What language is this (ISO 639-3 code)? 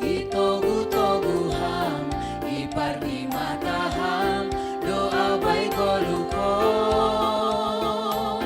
bts